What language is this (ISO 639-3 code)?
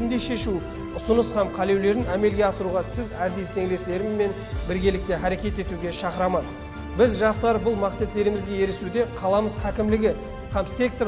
kaa